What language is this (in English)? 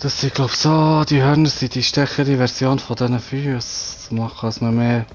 Swiss German